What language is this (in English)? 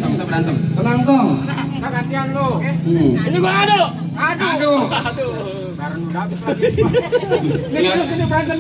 Betawi